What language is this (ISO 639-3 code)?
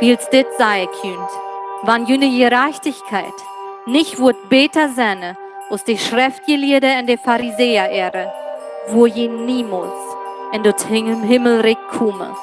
pdt